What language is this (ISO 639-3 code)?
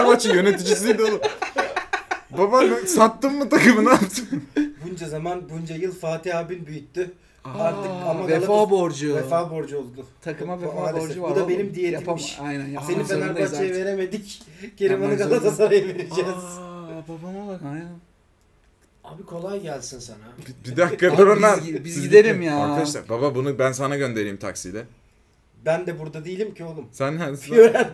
tur